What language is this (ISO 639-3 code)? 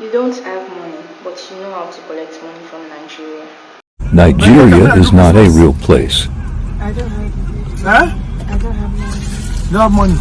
pcm